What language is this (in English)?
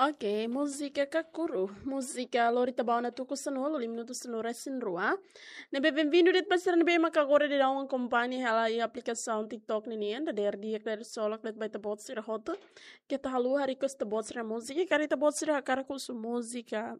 Tetum